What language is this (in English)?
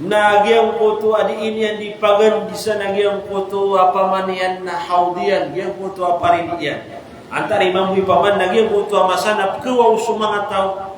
Maranao